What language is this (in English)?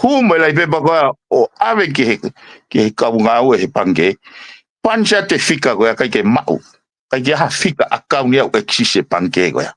Tongan